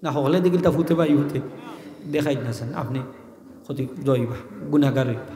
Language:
Sylheti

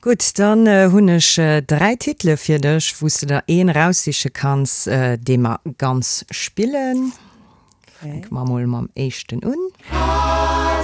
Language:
Luxembourgish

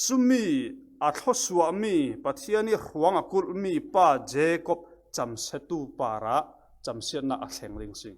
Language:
Falam Chin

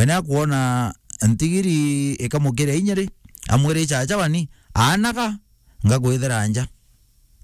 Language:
Meru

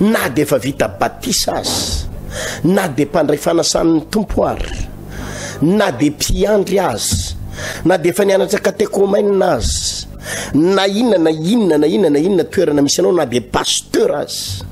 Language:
Malagasy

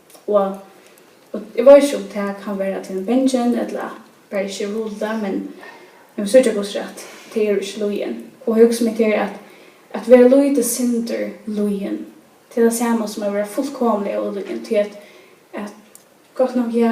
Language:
Faroese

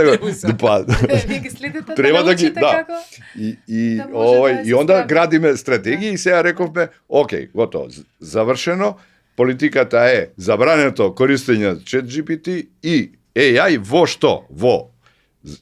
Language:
Macedonian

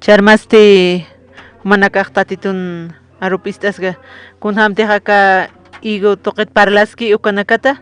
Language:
Aymara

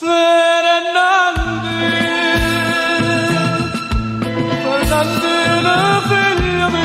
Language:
Neapolitan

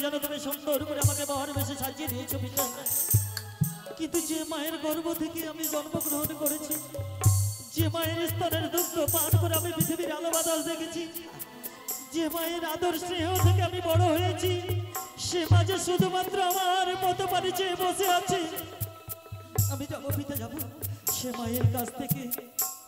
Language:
Bangla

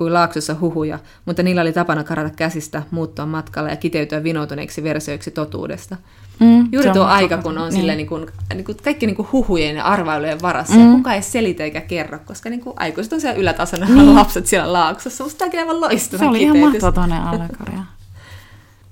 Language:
Finnish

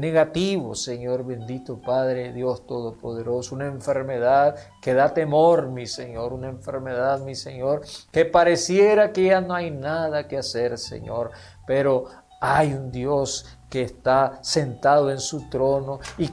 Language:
Spanish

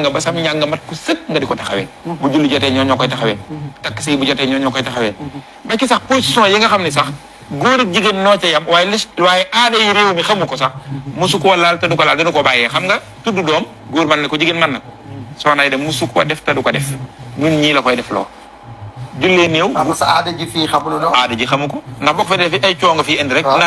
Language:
Wolof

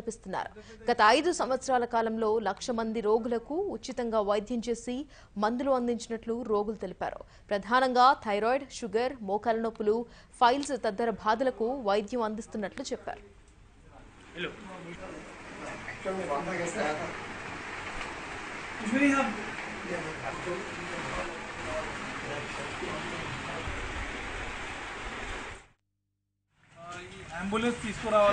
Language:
Telugu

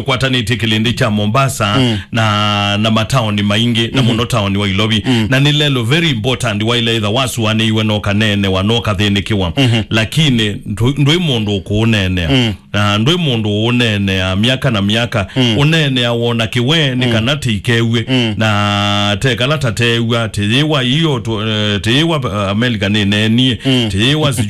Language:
Kamba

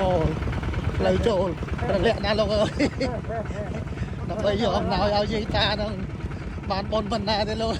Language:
Khmer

